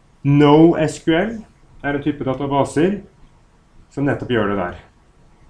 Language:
Norwegian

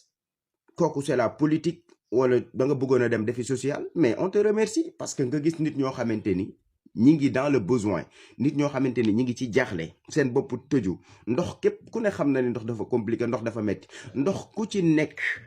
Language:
Wolof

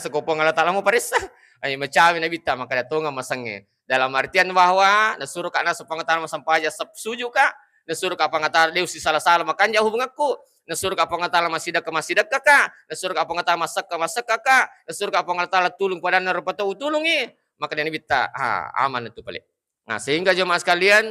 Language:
Buginese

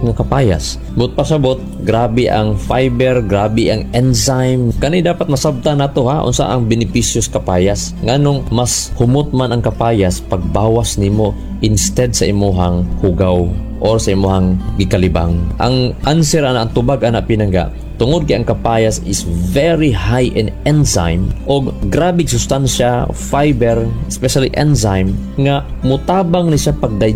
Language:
Cebuano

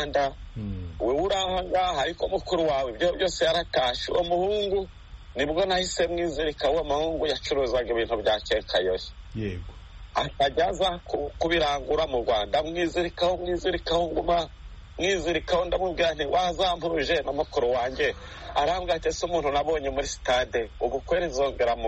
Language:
Kinyarwanda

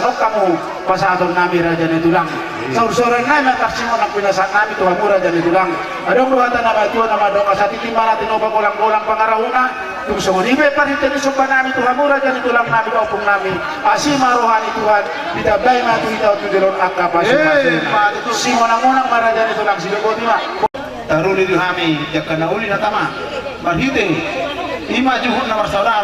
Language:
Batak Toba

